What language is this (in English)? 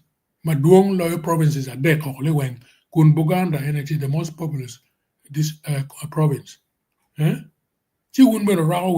Acoli